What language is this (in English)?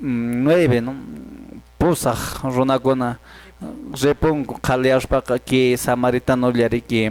Quechua